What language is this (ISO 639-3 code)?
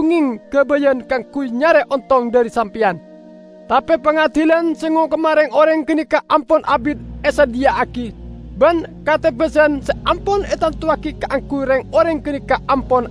mad